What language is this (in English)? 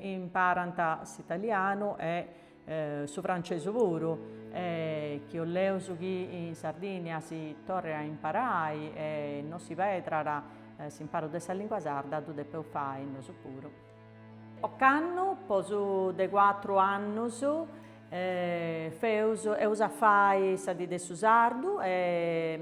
Sardinian